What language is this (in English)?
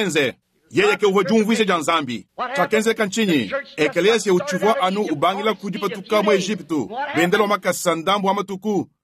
Luba-Lulua